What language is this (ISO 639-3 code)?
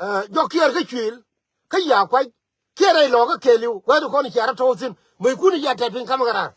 nus